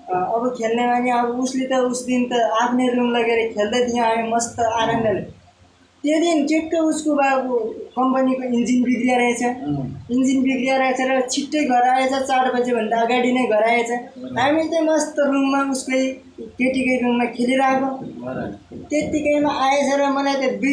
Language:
Nepali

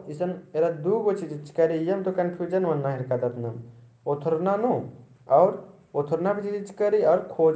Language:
Kurukh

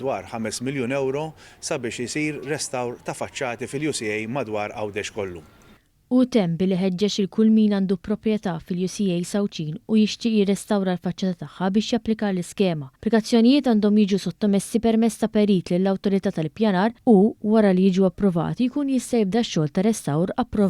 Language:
Maltese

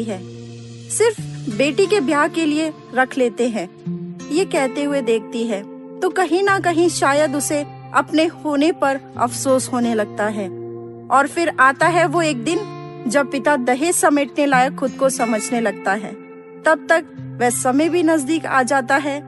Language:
Hindi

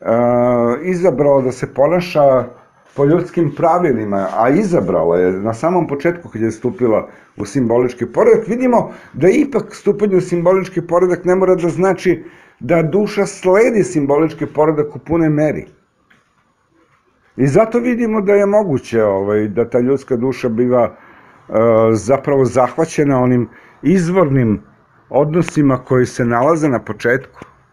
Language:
Serbian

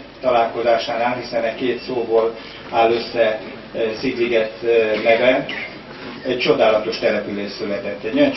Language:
Hungarian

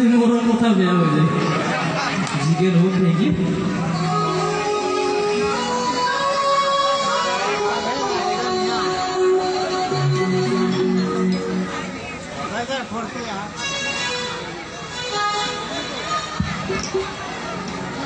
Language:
Bhojpuri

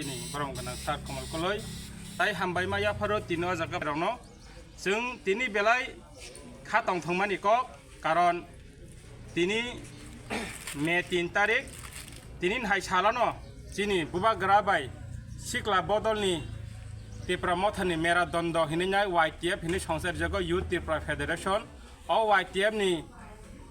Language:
Kok Borok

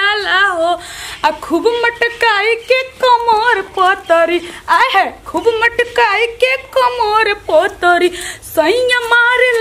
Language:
Bhojpuri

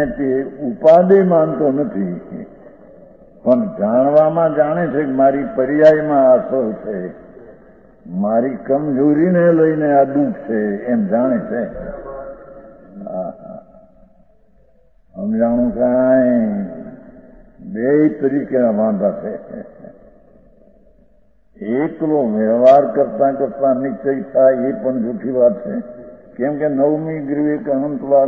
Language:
Gujarati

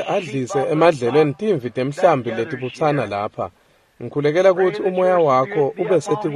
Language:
Swati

